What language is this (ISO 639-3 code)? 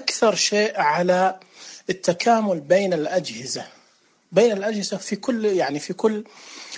ars